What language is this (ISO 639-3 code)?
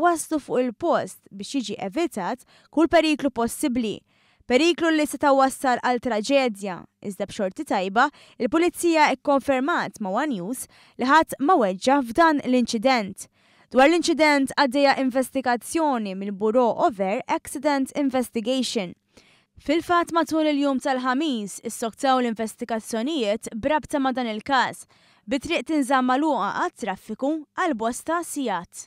mlt